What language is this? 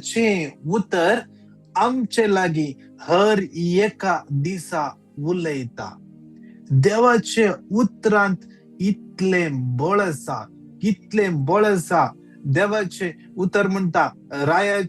Konkani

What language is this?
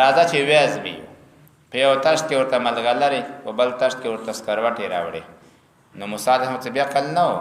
Pashto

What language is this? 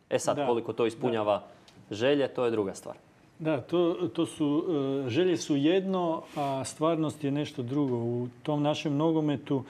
Croatian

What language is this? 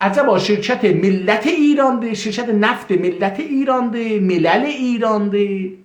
South Azerbaijani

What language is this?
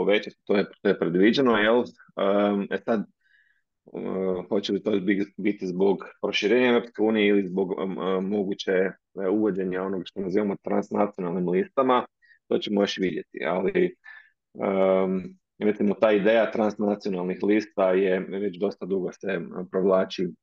Croatian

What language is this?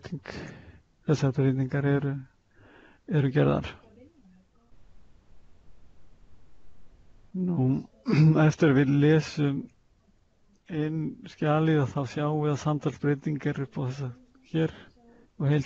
Icelandic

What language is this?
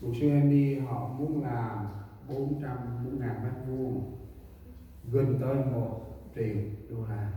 Central Mnong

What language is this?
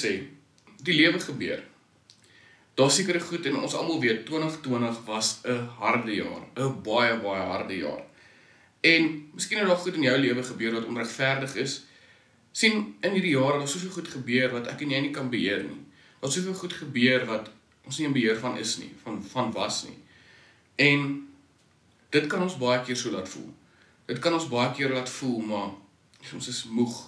Afrikaans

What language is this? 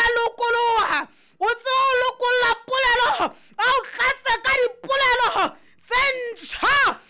Southern Sotho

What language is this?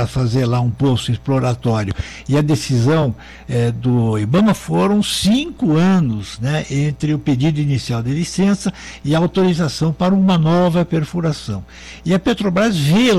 Portuguese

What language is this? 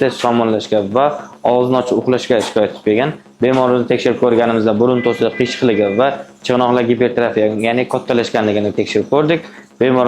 Uzbek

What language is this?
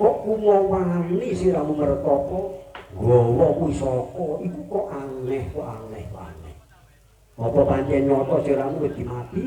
Javanese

